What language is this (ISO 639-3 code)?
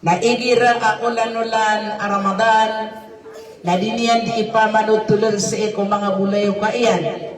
mrw